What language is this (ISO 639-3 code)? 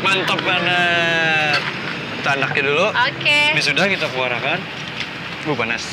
bjn